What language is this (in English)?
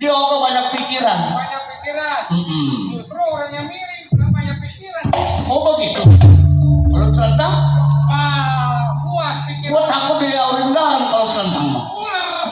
Betawi